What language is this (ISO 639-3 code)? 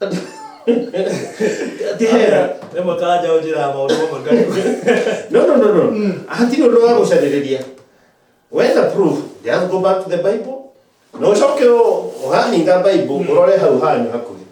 kik